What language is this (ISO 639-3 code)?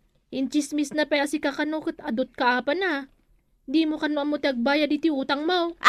ilo